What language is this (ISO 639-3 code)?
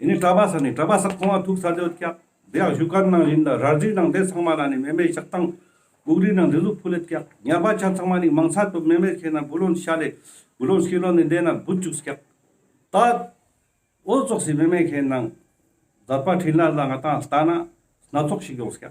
lbj